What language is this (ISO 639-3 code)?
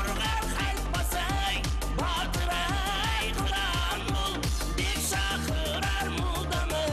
kaa